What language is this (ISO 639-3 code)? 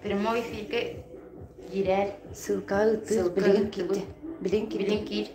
sah